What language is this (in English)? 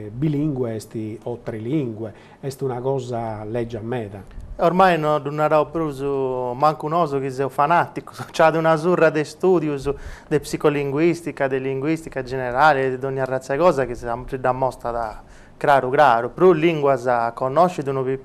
Sardinian